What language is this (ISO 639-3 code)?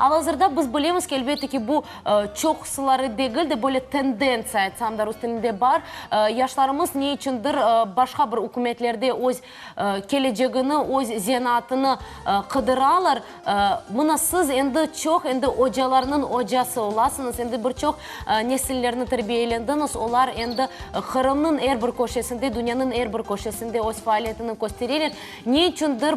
crh